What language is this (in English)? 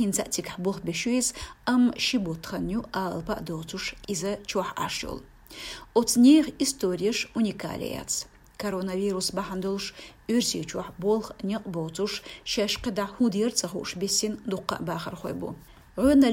Chechen